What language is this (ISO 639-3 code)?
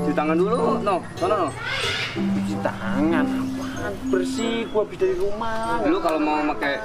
bew